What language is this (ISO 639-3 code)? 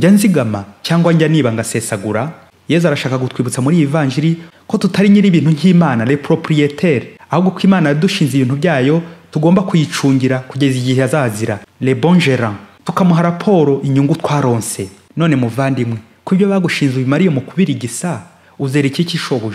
kin